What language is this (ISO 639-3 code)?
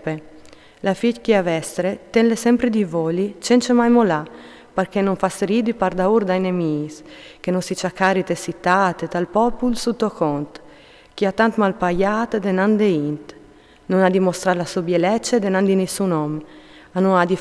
fur